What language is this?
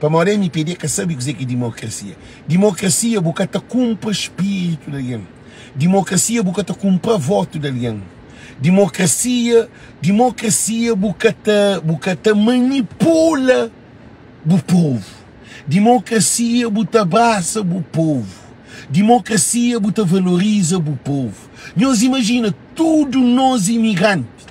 Kabuverdianu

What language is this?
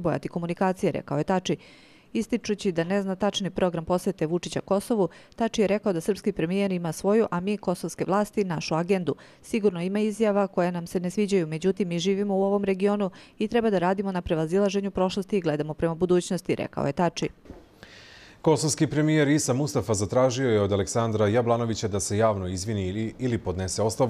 Serbian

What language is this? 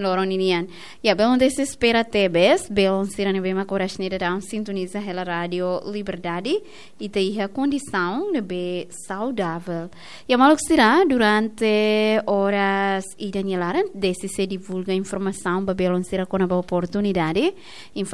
Tetum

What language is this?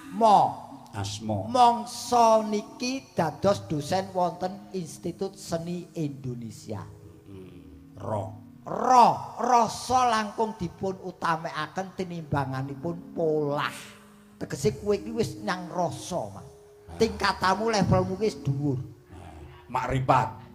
Javanese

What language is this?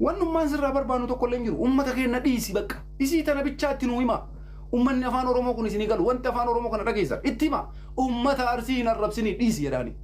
Oromo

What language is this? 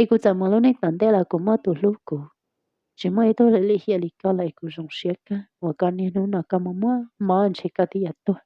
Hmong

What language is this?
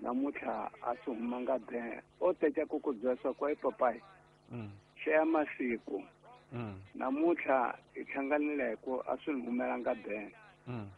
Tsonga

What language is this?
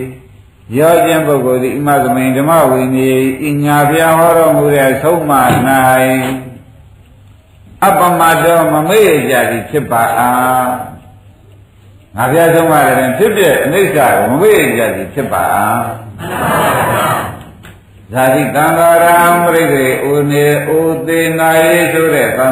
Burmese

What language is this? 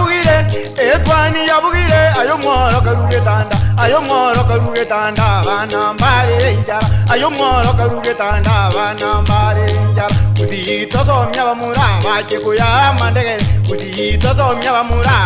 Gusii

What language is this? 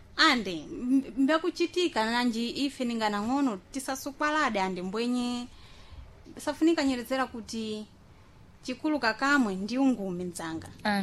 Sena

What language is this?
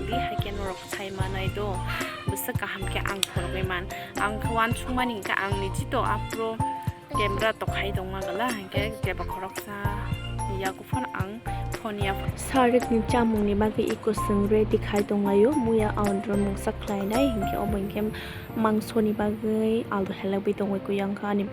Kok Borok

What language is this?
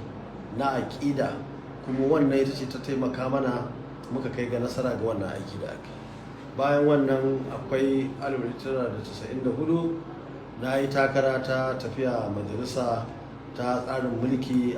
Hausa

